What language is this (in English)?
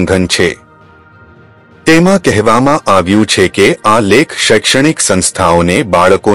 Gujarati